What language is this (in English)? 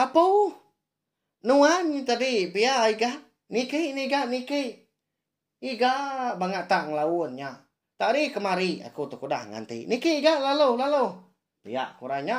Iban